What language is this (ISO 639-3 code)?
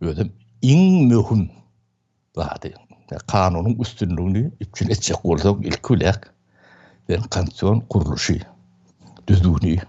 tuk